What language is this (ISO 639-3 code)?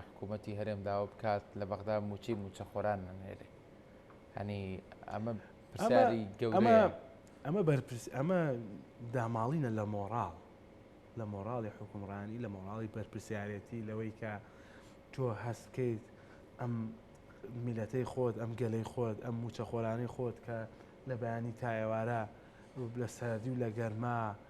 ckb